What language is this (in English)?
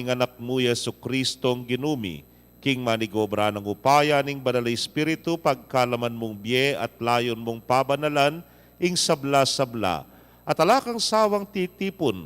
Pampanga